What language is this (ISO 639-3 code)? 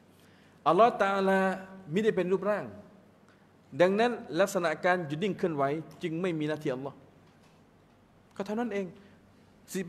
tha